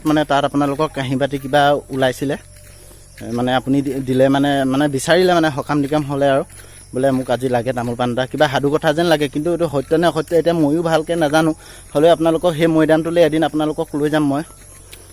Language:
Assamese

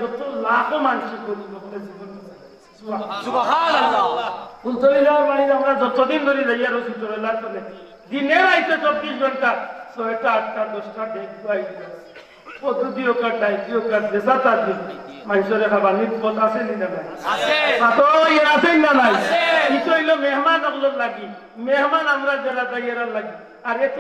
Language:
Sylheti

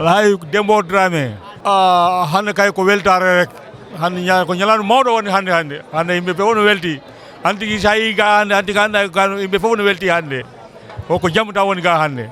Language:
Fula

